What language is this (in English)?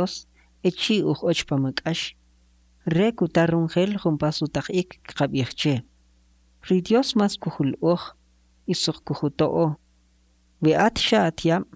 Kʼicheʼ